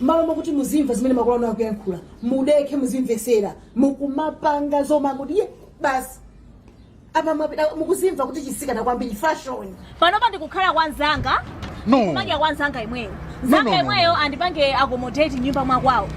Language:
Nyanja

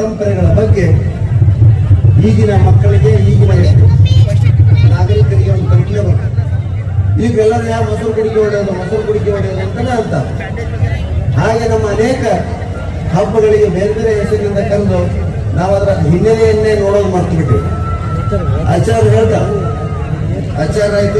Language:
Kannada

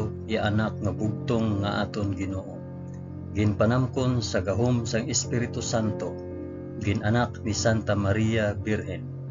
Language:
Hiligaynon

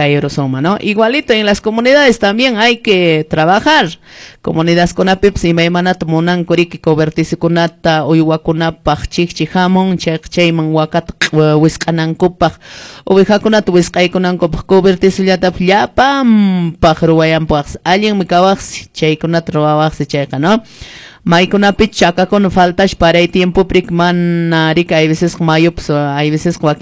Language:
Quechua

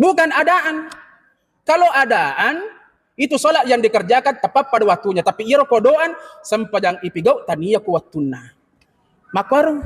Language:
Buginese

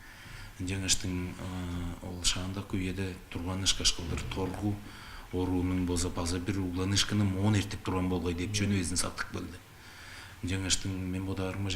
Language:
Tuvinian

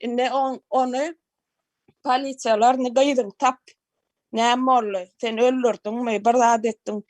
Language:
Turkmen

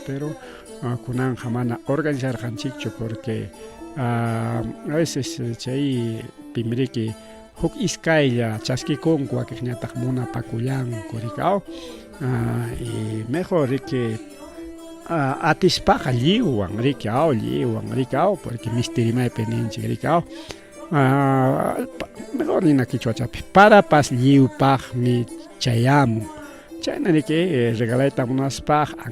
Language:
Ayacucho Quechua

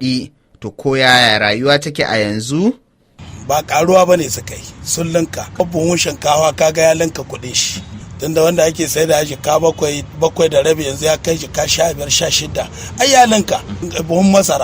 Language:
Hausa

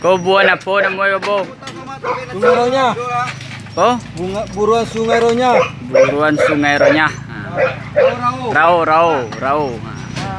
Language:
Minangkabau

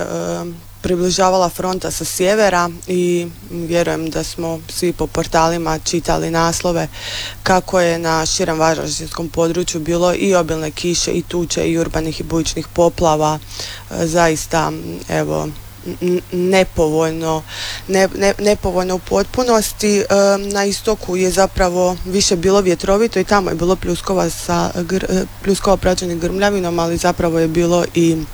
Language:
Croatian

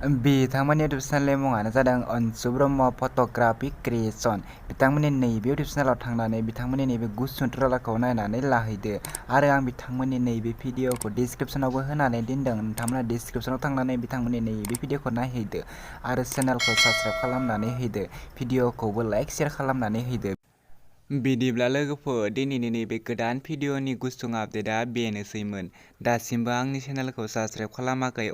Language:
Bodo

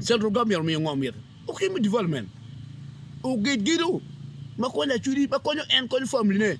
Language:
Acoli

